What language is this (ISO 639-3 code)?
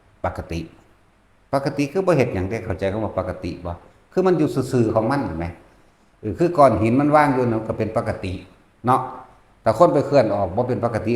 tts